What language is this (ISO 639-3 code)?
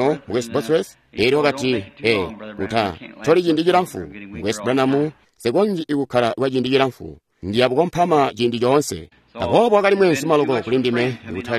toi